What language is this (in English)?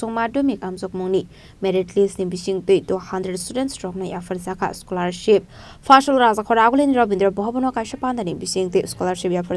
Kok Borok